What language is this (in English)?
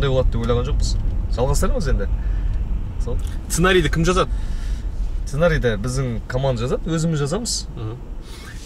Kazakh